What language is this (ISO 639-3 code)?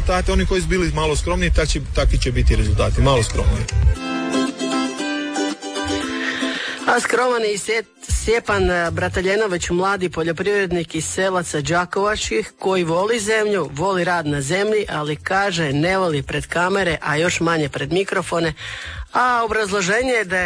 hrv